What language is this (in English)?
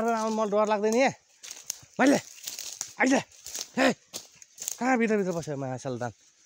Nepali